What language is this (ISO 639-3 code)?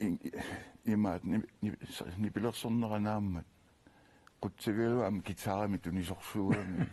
kal